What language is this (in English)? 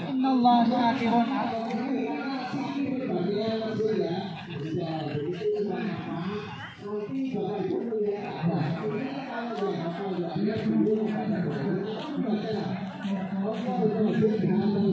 Indonesian